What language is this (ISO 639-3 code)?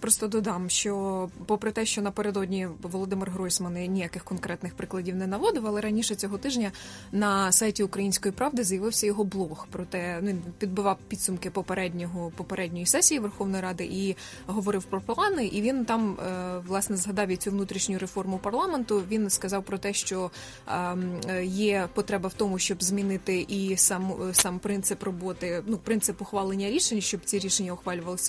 ukr